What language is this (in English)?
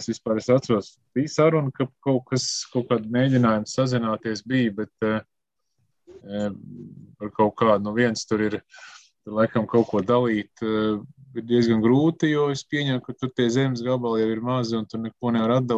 Latvian